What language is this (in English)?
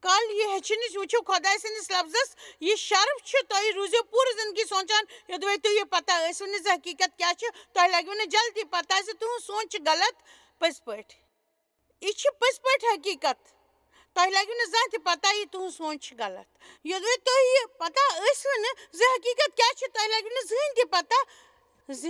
Kashmiri